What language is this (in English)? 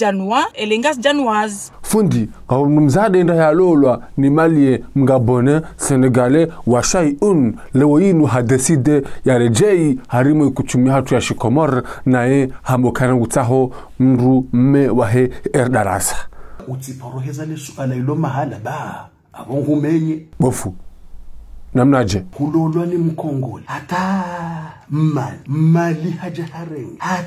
Ngazidja Comorian